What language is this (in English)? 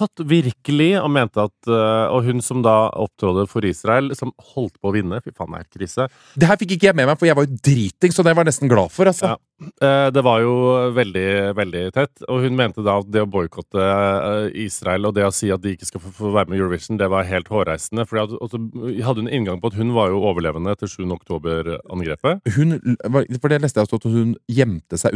Norwegian